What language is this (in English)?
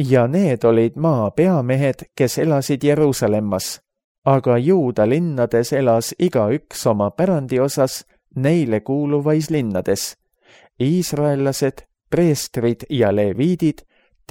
Estonian